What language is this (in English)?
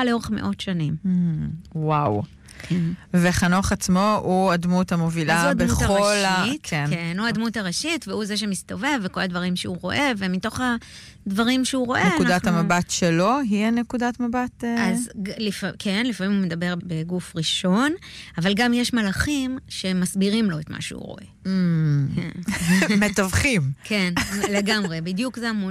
Hebrew